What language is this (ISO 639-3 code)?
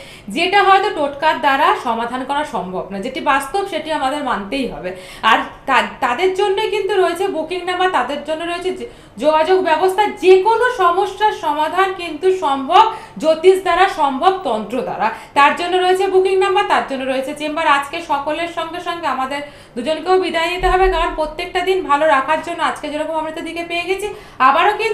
ben